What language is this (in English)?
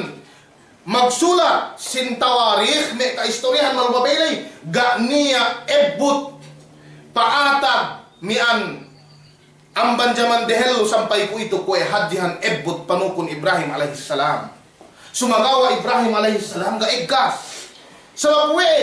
Yakan